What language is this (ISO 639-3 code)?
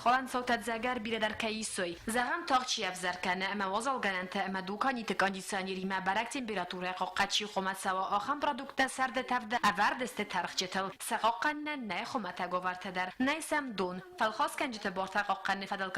oss